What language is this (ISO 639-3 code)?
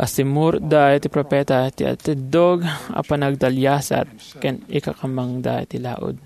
ilo